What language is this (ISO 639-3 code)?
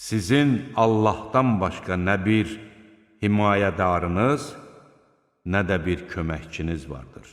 aze